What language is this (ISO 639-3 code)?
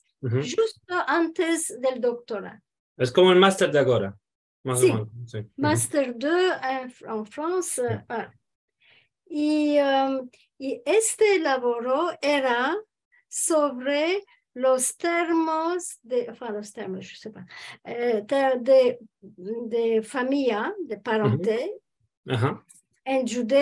lad